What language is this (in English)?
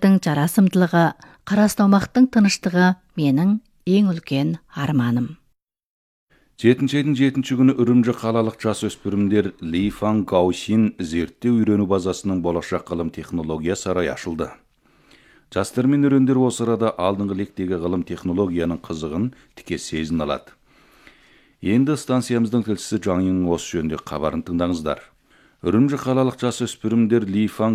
Kazakh